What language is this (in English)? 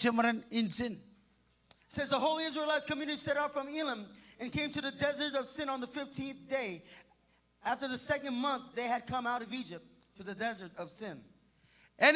Marshallese